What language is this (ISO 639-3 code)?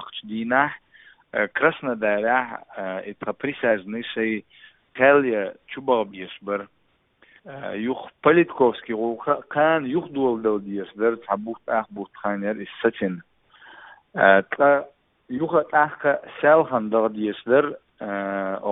che